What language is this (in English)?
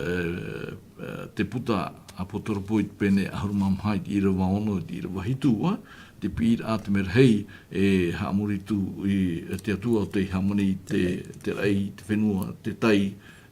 Tahitian